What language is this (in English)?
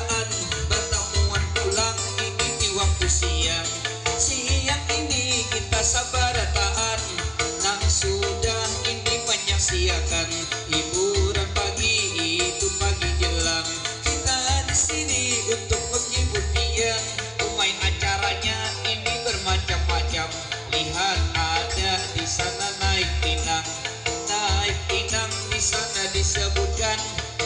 Banjar